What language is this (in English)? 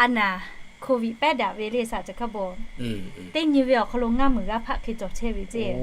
Lahu